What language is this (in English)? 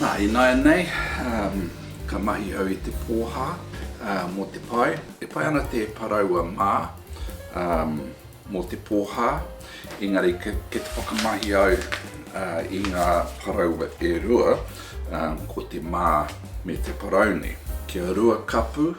Māori